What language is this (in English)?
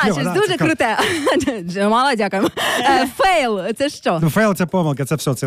Ukrainian